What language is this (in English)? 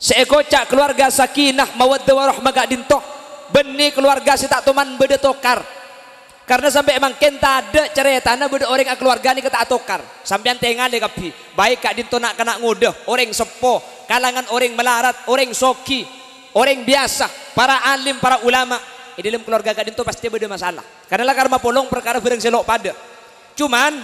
Madurese